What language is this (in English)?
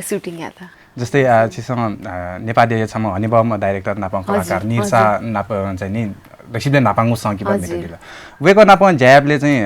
Newari